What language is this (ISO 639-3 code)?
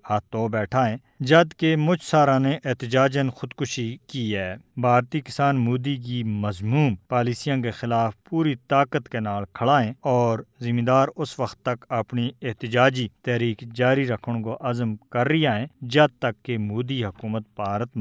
gju